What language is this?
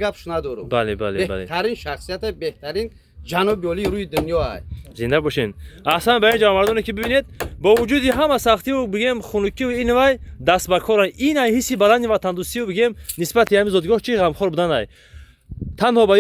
Tajik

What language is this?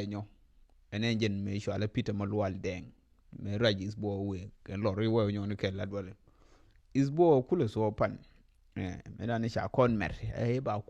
Nuer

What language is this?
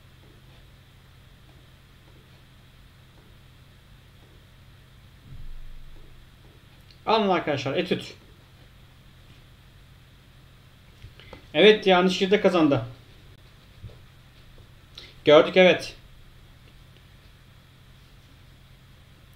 Turkish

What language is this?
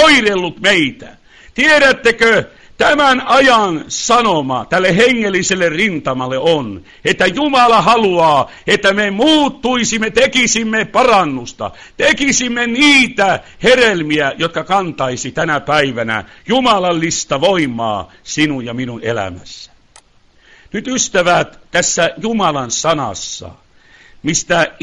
Finnish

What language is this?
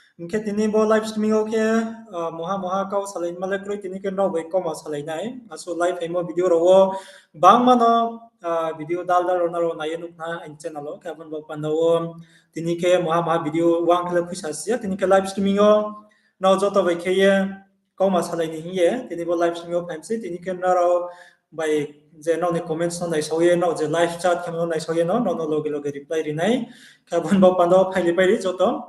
Riang (India)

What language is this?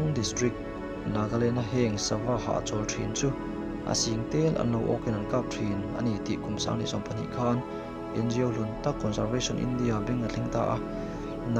Mizo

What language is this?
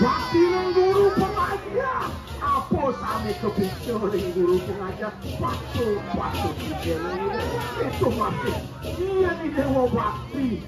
Balinese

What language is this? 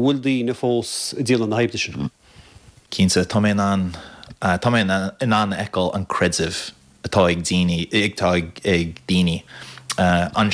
Irish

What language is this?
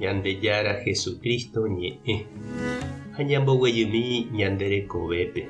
Guarani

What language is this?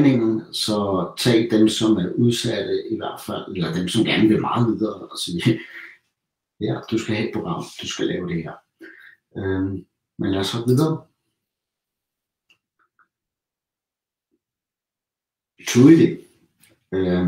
Danish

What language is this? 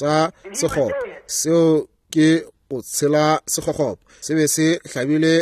Northern Sotho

